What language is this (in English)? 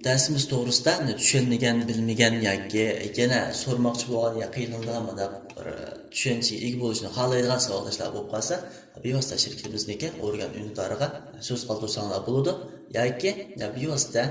Uyghur